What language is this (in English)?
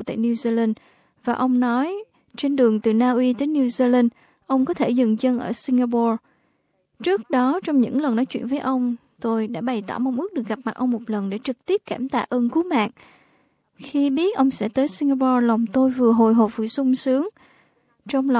Vietnamese